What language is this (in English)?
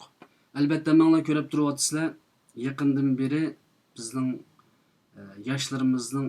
Uyghur